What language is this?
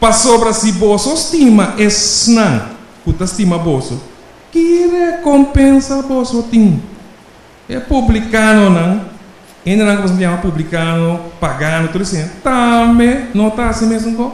Papiamento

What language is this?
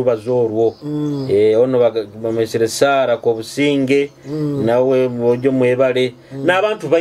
Nyoro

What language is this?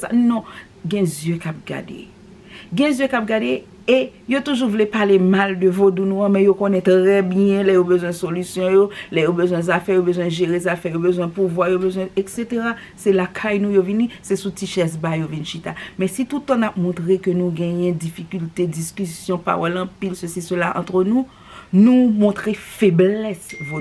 Haitian Creole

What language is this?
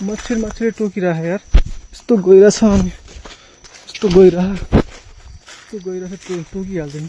Nepali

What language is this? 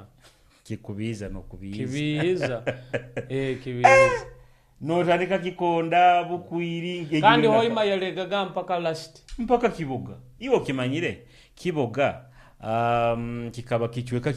Nyoro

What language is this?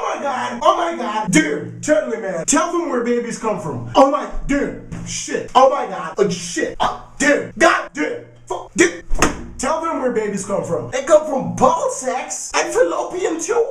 Jamaican Creole English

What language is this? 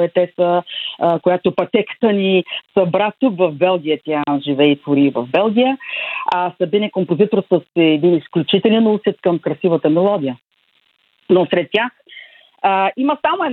Bulgarian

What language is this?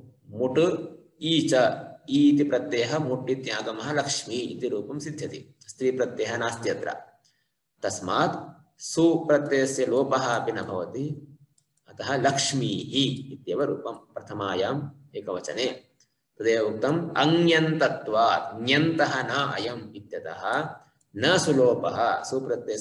Sanskrit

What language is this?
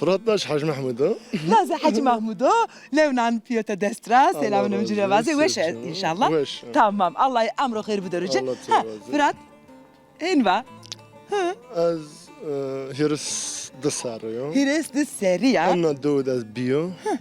Zaza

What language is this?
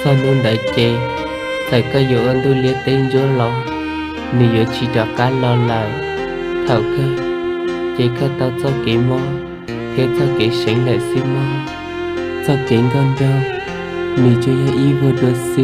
Hmong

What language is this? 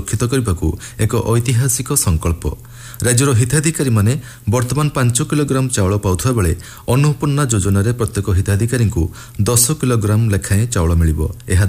Odia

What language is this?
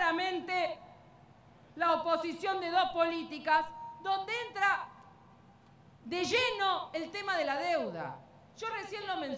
Spanish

